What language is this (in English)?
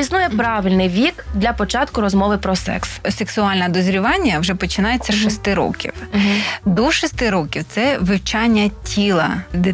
Ukrainian